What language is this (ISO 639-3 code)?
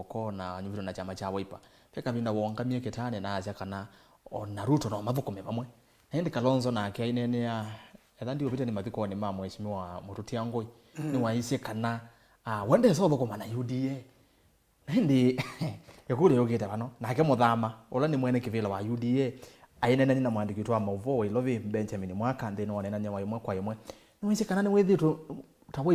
kam